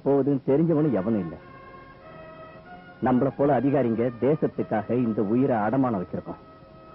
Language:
Tamil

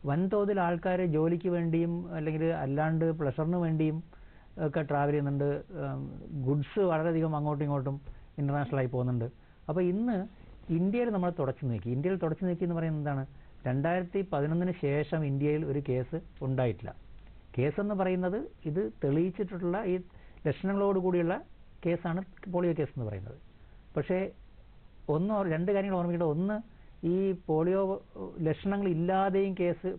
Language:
Malayalam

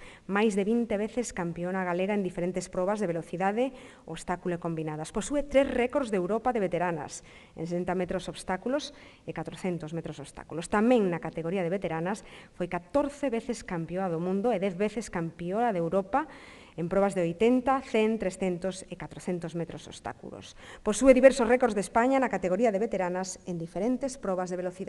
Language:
Galician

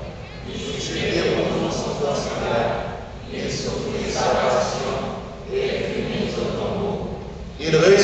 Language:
French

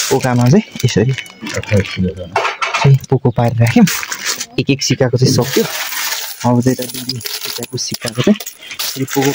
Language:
Nepali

